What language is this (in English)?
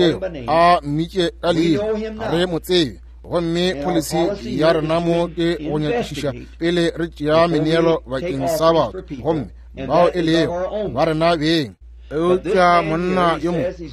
Northern Sotho